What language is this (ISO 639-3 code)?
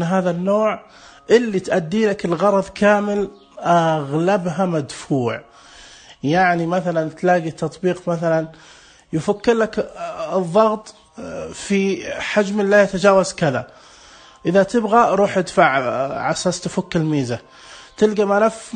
ars